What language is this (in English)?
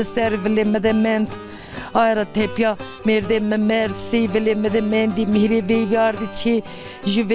Zaza